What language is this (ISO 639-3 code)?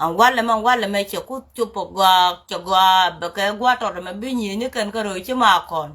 nus